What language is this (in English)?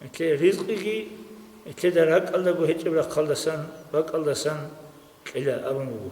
Avaric